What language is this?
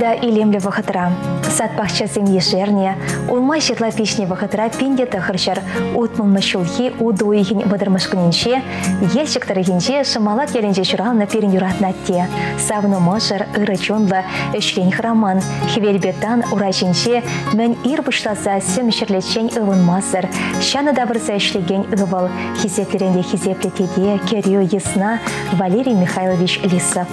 Chuvash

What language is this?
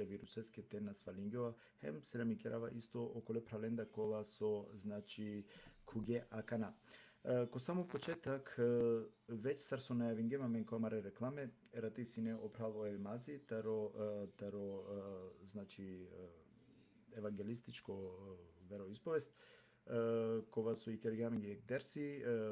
Balkan Romani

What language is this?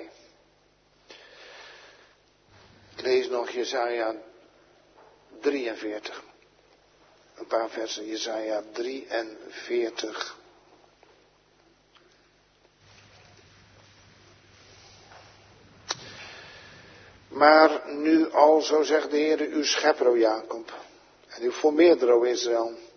Dutch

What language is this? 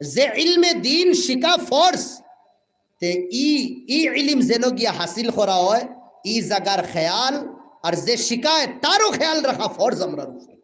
Sylheti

